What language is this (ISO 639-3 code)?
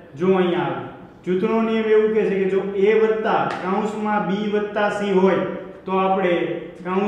guj